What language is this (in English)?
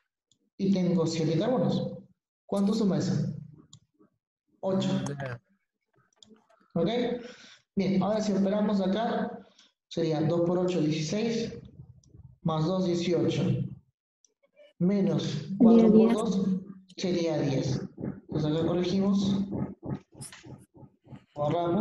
Spanish